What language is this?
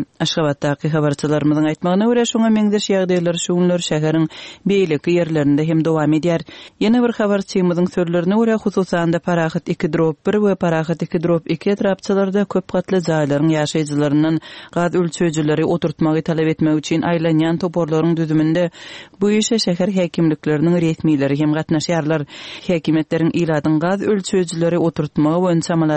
Turkmen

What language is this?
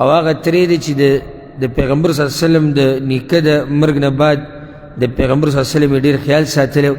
Pashto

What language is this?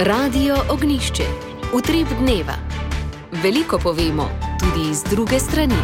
Slovenian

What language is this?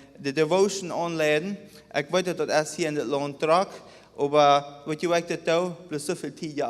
Plautdietsch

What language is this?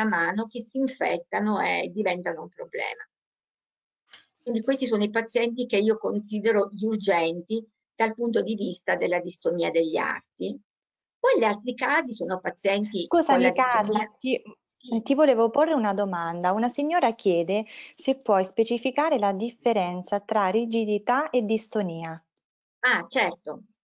Italian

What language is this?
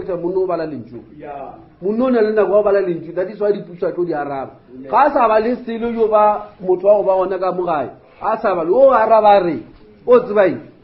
Northern Sotho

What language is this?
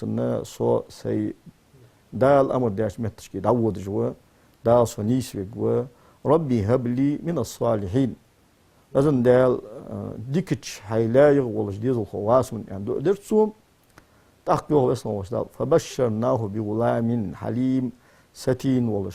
Ingush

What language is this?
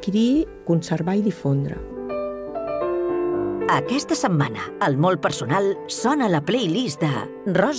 Catalan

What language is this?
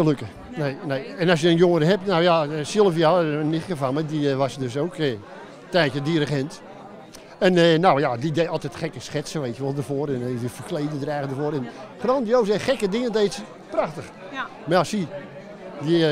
Dutch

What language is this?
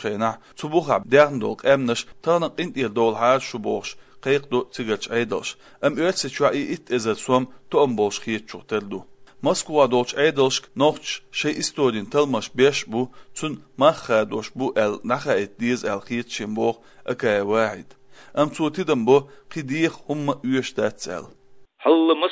Chechen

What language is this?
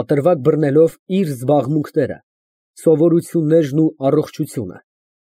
Armenian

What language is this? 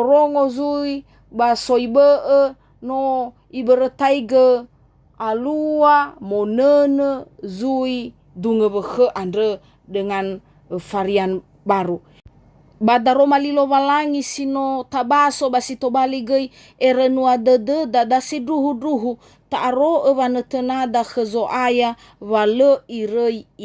Nias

